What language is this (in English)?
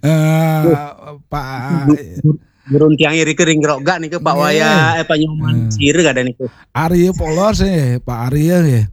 Balinese